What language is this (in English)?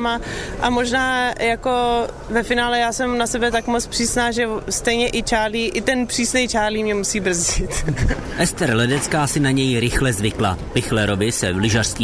Czech